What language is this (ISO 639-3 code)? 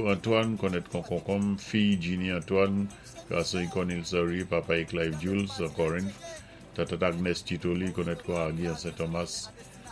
acf